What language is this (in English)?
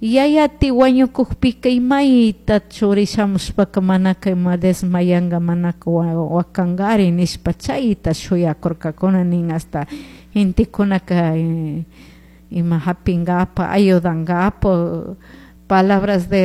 Chimborazo Highland Quichua